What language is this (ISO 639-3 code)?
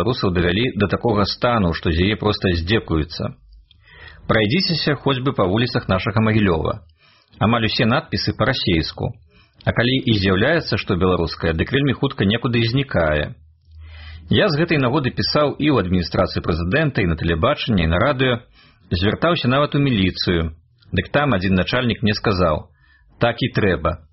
bel